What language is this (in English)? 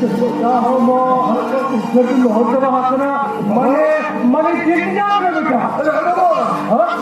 Santali